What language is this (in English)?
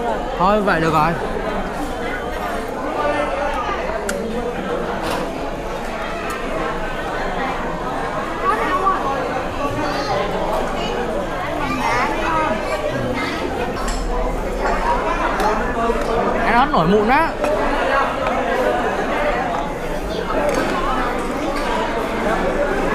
Vietnamese